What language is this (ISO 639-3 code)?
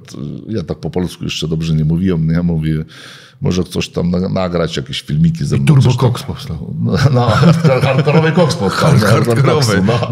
pol